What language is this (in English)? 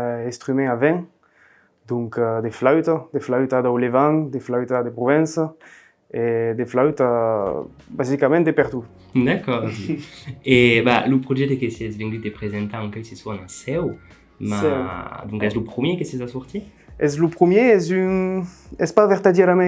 Occitan